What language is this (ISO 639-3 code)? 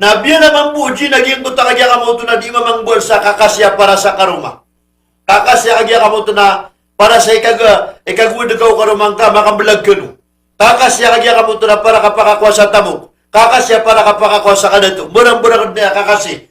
mrw